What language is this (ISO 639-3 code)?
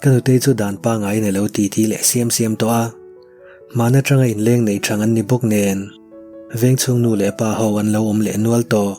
lus